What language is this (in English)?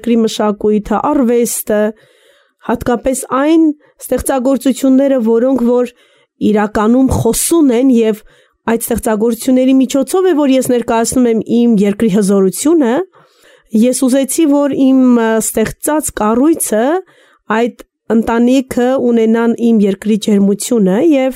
Armenian